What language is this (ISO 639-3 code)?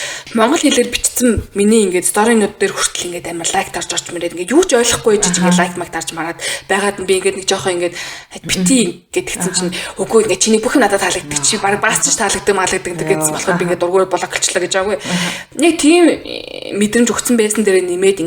mon